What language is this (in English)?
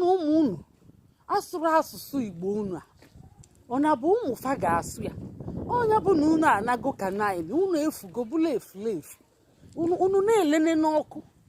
Igbo